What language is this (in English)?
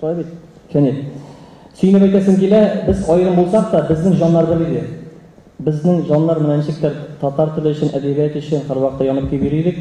Tatar